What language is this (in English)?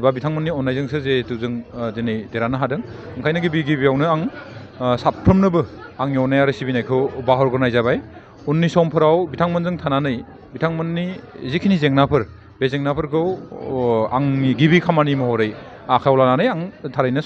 Bodo